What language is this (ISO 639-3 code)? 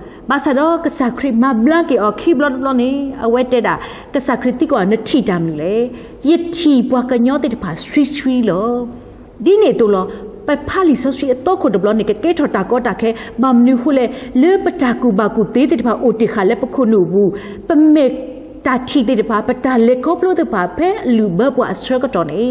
ksw